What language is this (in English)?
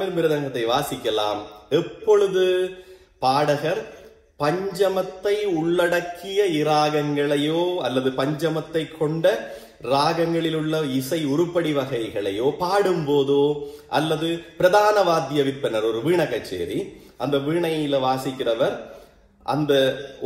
Tamil